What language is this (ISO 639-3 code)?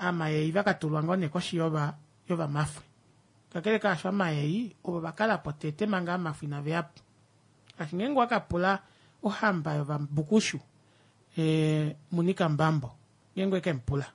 kua